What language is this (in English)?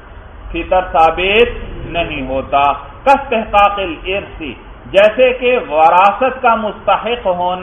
Urdu